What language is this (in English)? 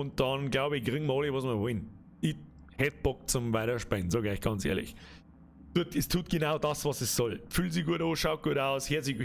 Bavarian